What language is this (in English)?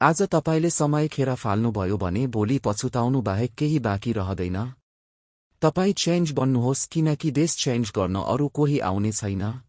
Nepali